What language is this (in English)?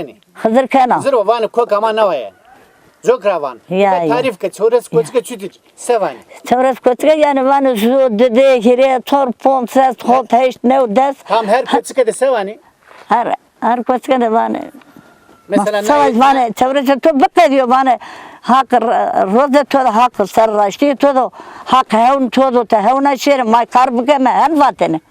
Zaza